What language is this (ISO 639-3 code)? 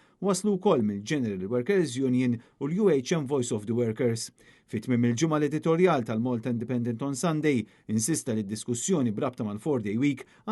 mlt